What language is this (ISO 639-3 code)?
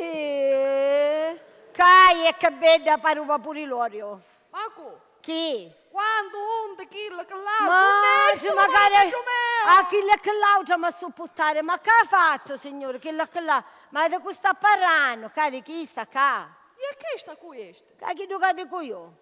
scn